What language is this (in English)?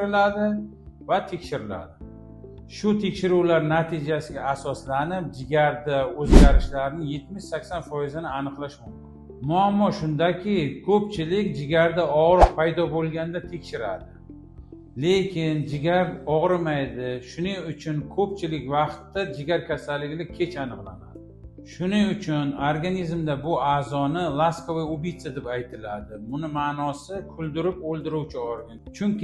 Uzbek